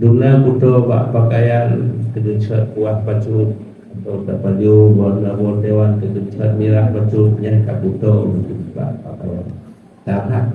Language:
Achinese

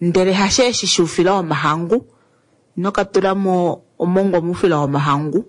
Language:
Kuanyama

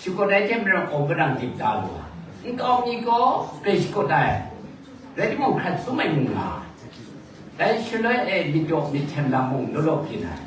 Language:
Kachin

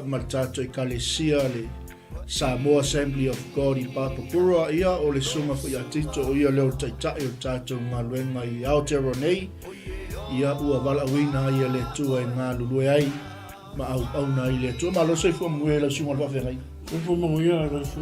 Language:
Samoan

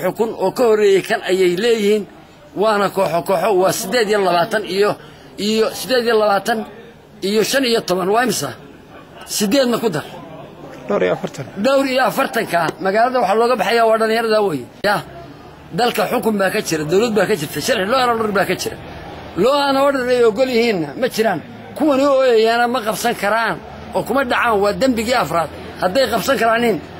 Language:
Somali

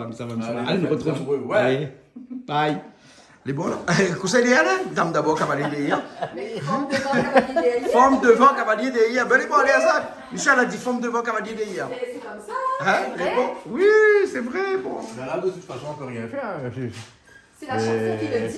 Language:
Réunion Creole French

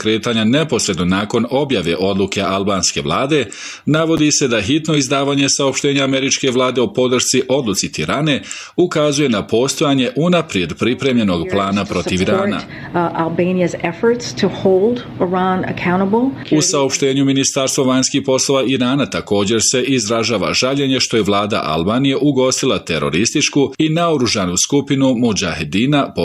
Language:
Bosnian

